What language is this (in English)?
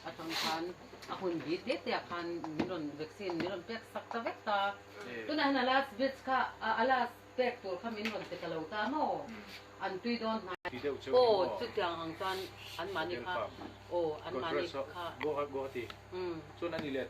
Mizo